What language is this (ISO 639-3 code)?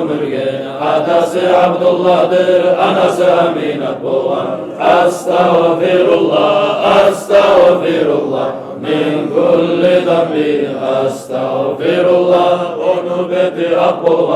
kum